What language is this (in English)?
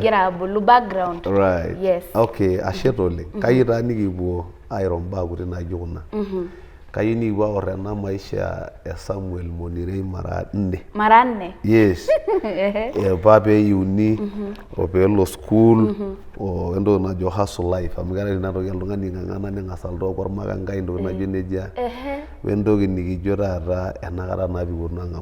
Masai